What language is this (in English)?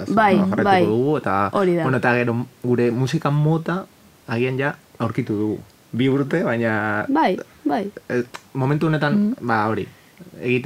Basque